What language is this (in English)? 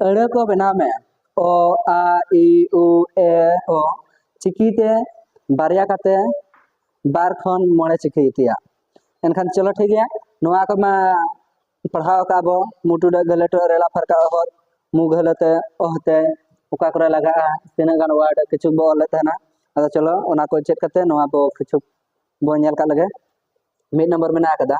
Santali